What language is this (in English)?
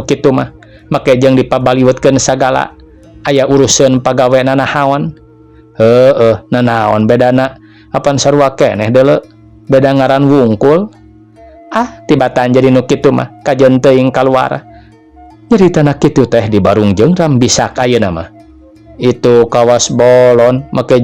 Sundanese